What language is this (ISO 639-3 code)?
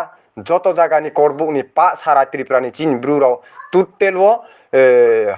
ria